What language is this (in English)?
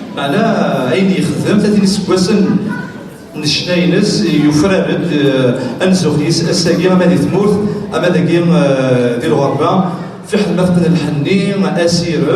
Kabyle